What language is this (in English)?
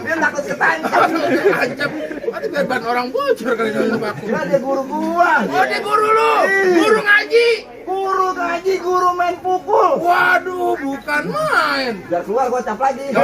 Betawi